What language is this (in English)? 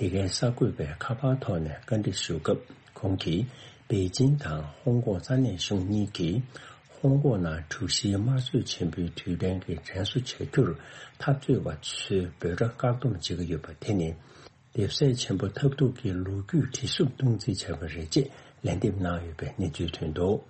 Tibetan